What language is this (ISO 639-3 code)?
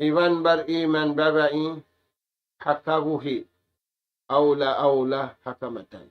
tsg